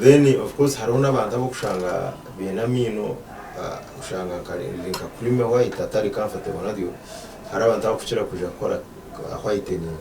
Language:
Nyankole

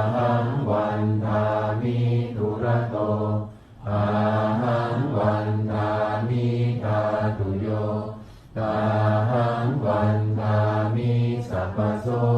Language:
Pali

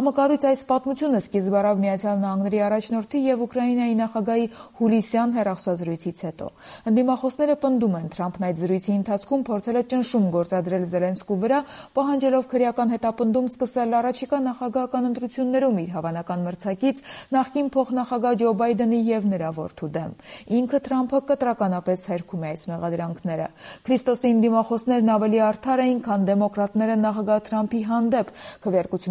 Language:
Armenian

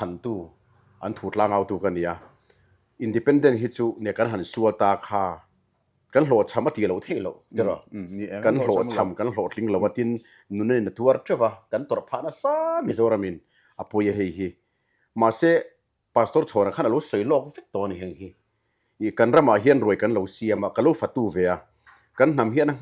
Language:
Mizo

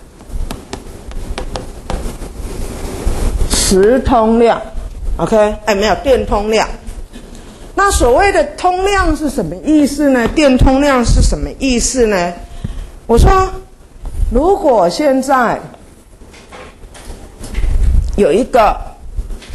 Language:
Chinese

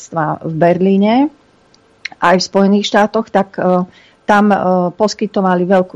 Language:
Slovak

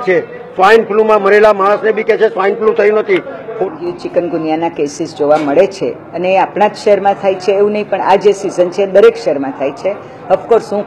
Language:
Gujarati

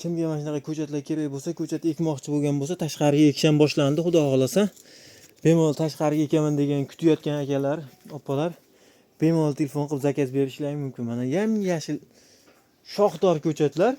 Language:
Uzbek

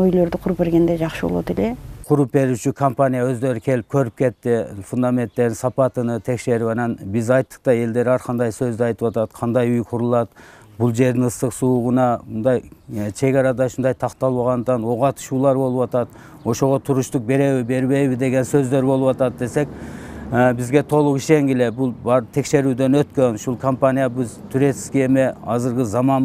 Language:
Kyrgyz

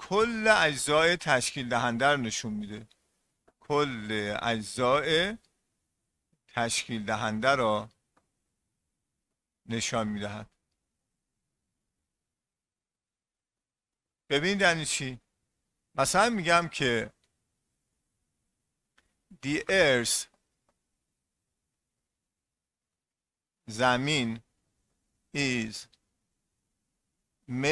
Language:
Persian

